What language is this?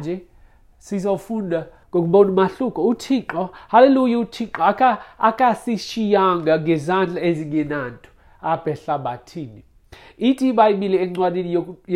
Xhosa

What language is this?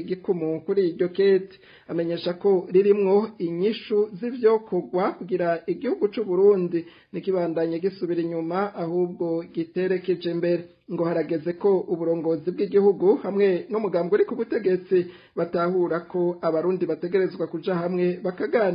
Rundi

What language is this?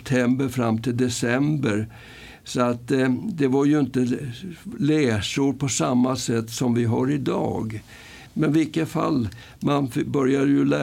Swedish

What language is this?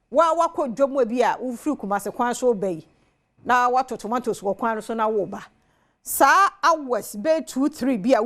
Akan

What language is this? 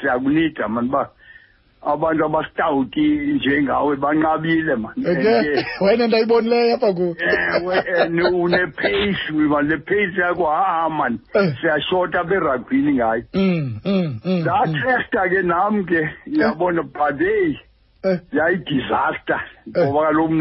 Xhosa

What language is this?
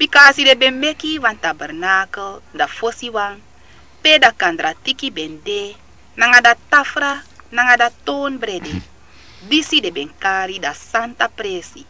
Sranan Tongo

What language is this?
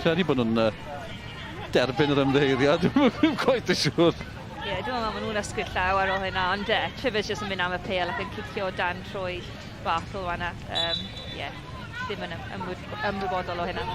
Welsh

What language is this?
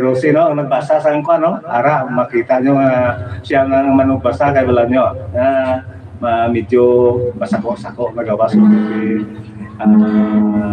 Hiligaynon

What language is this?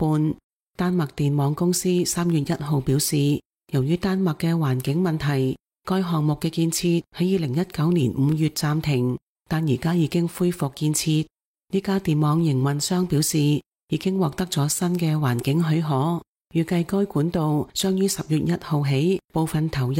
Cantonese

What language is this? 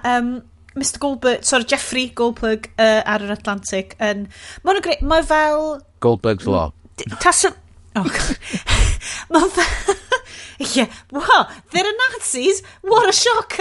Welsh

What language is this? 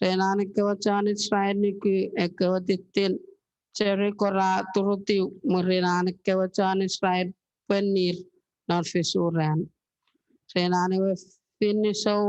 Chuukese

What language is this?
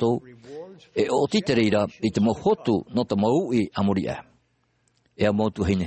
Tahitian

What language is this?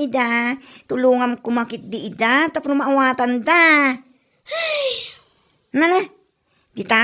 Iloko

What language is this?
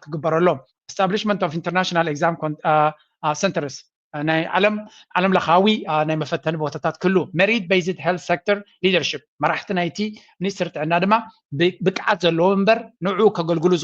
Tigrinya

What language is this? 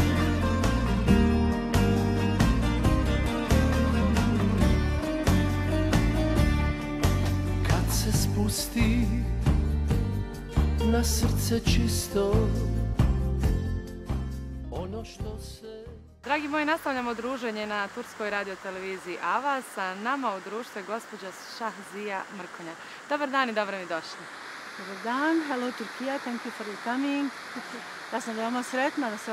Bosnian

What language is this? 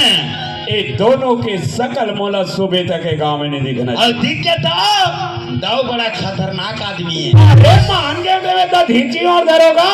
Chhattisgarhi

